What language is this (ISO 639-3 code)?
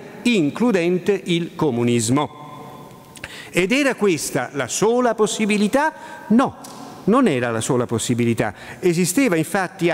ita